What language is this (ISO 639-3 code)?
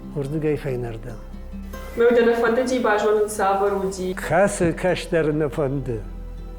oss